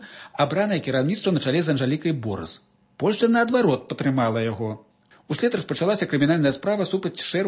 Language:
Belarusian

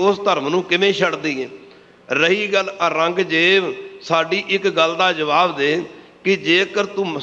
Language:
Punjabi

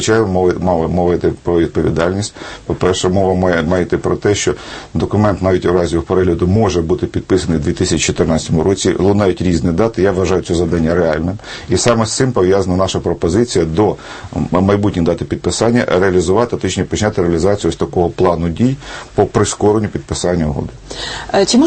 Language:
Ukrainian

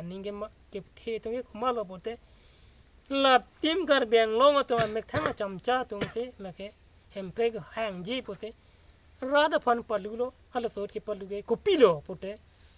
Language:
Karbi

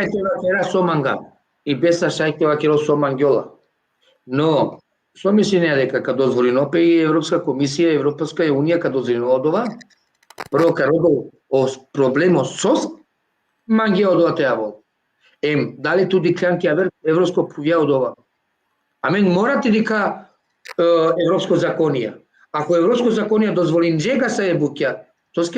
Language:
Balkan Romani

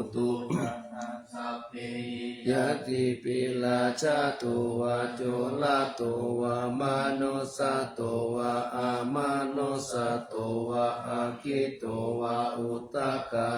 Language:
Pali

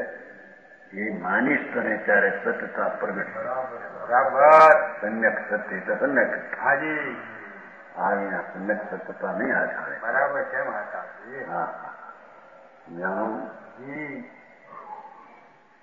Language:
Gujarati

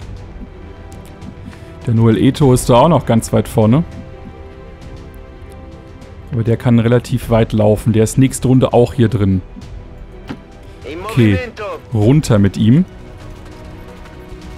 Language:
German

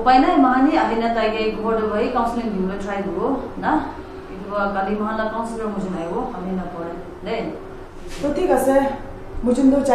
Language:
Naga Pidgin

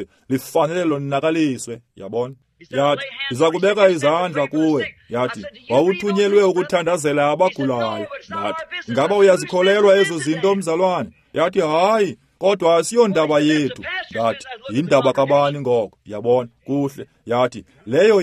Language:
Xhosa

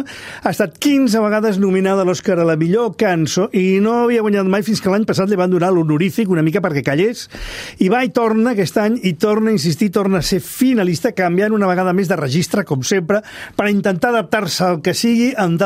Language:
Catalan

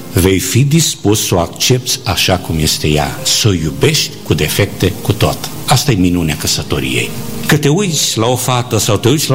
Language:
Romanian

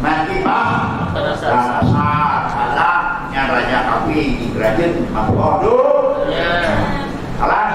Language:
Achinese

